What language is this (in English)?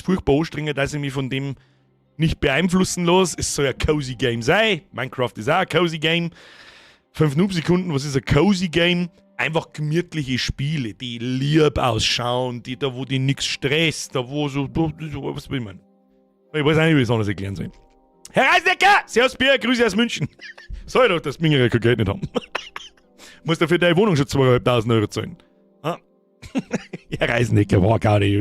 Bavarian